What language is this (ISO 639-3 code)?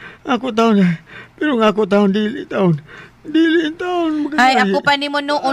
ceb